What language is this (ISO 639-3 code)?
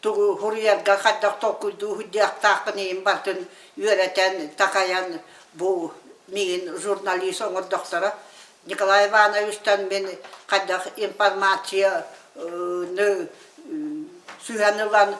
sah